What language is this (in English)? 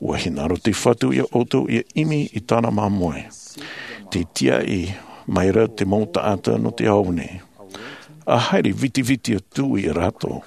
Tahitian